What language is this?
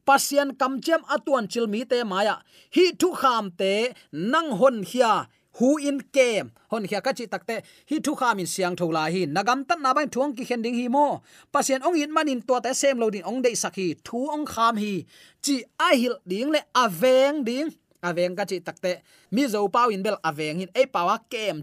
Tedim Chin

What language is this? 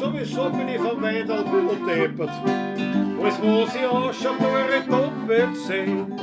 Bavarian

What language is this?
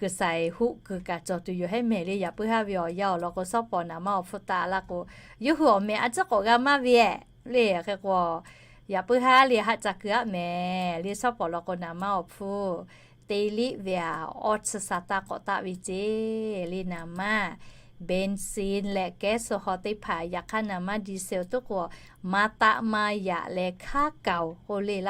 Lahu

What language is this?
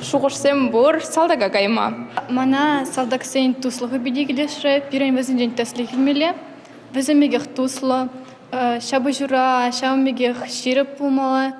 Chuvash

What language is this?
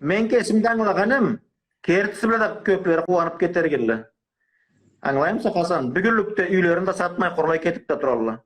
Karachay-Balkar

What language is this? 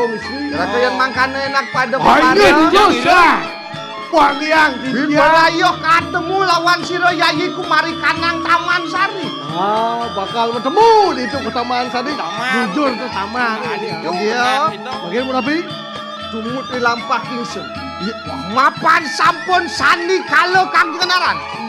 Balinese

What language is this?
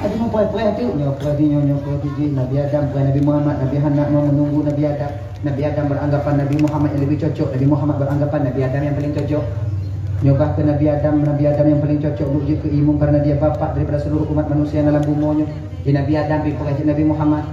Achinese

